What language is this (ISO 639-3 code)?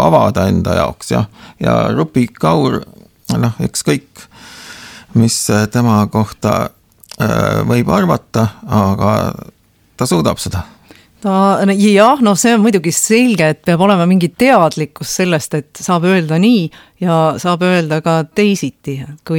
est